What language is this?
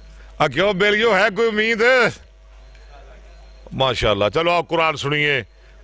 Western Panjabi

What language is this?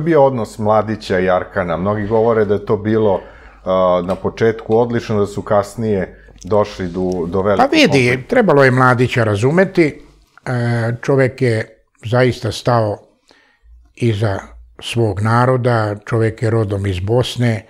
Serbian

